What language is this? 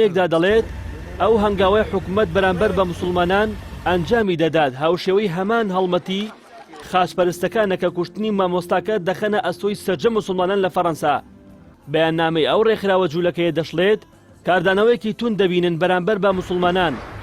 Central Kurdish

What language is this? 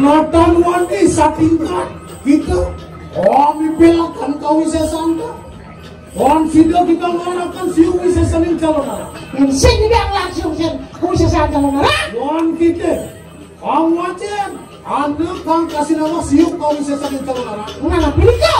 Balinese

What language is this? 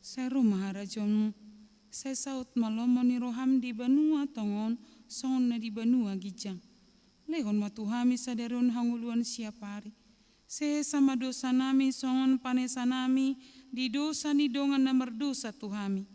Batak Toba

